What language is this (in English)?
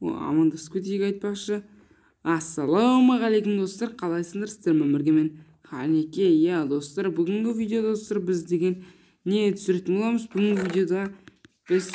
Kazakh